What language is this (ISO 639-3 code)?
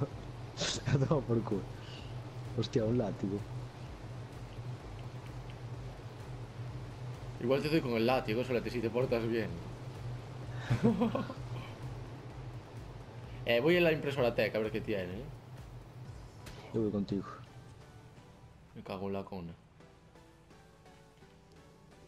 spa